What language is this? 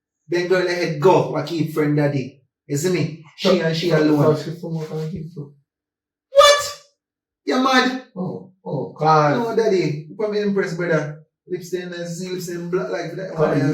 Jamaican Creole English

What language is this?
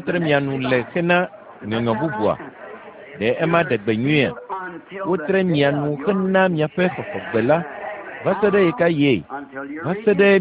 Ewe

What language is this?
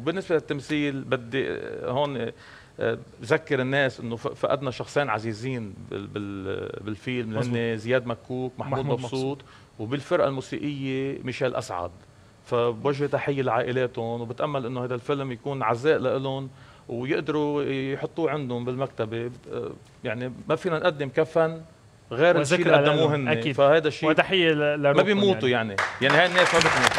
North Levantine Arabic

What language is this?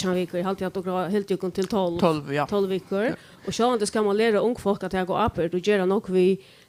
Faroese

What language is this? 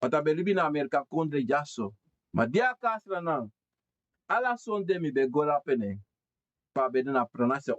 Sranan Tongo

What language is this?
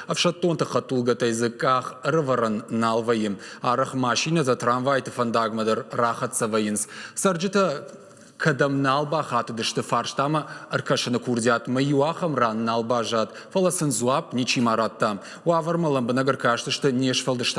Ossetic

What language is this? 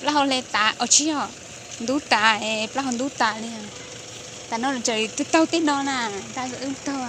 Hmong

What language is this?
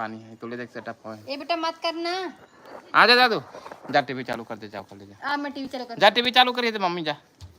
Chhattisgarhi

